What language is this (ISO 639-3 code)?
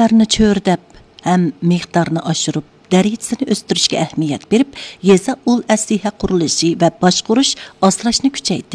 uig